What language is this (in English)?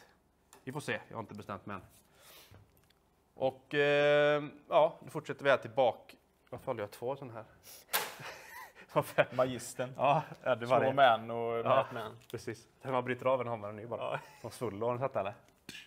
Swedish